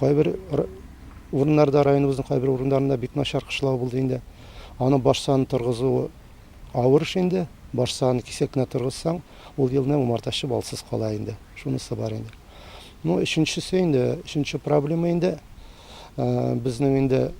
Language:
Tatar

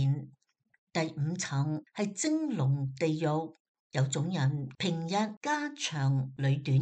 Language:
Cantonese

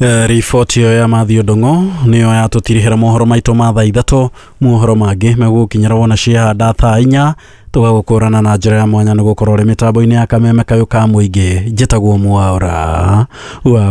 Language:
Kikuyu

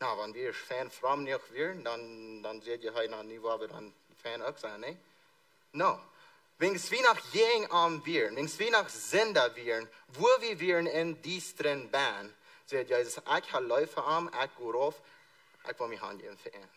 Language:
Plautdietsch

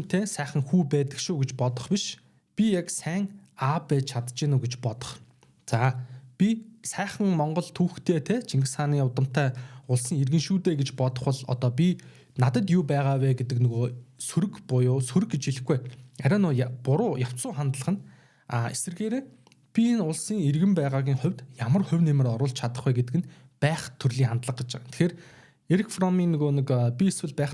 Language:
Mongolian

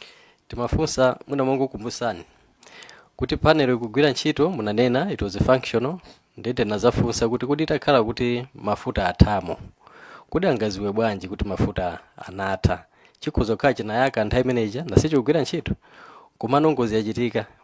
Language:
Nyanja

